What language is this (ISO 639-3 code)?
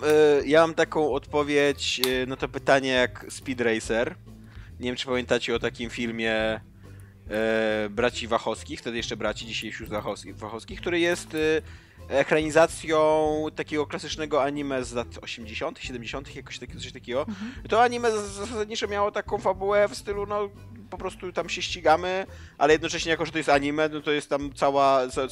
pol